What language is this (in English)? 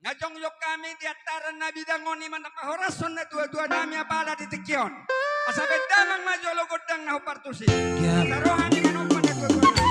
Batak Toba